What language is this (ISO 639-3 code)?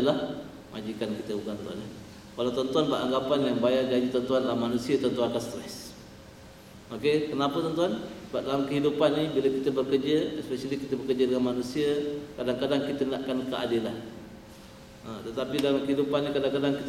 msa